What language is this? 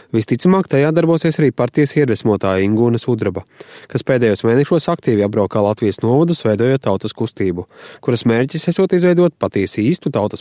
Latvian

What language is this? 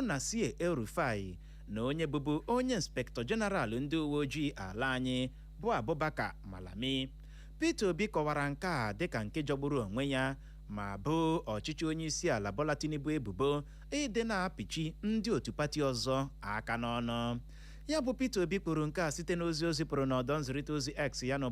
Igbo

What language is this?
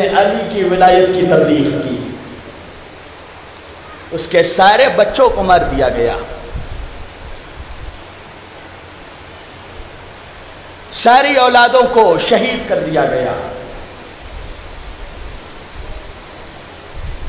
Urdu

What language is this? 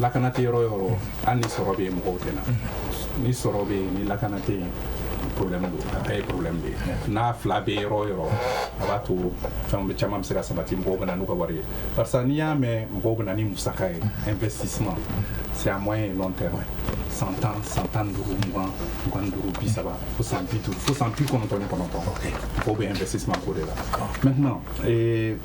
Bambara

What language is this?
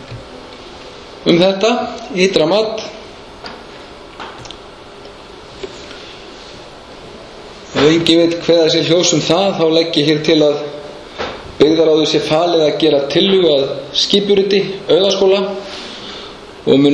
Icelandic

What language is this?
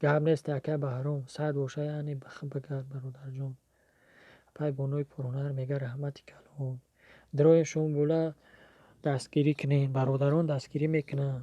Tajik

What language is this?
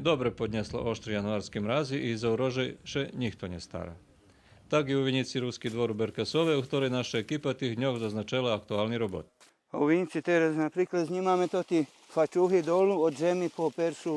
Rusyn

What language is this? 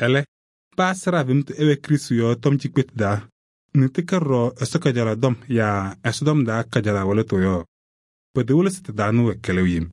Kabiyè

